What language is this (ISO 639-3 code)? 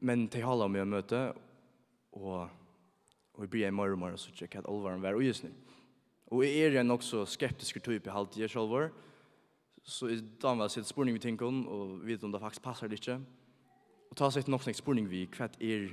fao